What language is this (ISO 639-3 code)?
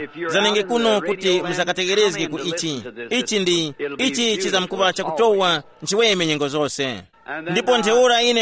tum